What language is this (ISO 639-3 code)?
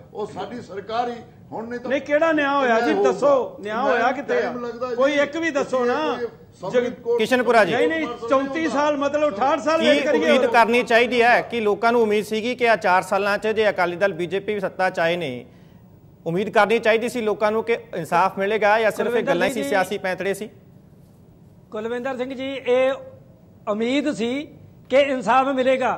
pan